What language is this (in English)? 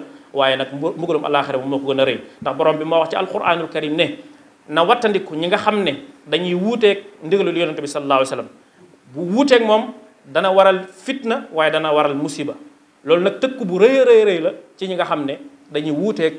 Wolof